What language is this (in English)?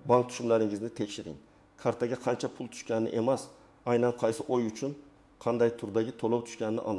Uzbek